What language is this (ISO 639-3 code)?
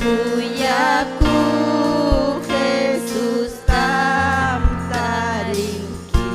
quy